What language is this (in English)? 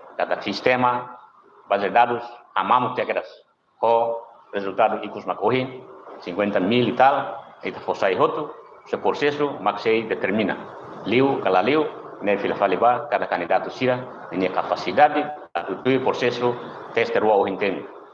Tetum